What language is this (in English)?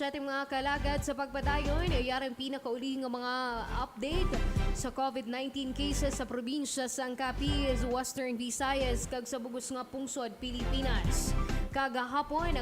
Hiligaynon